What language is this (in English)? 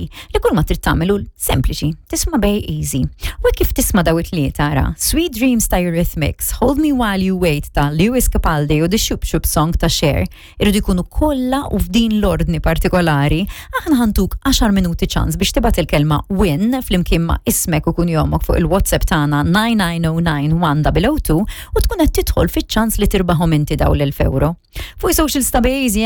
Maltese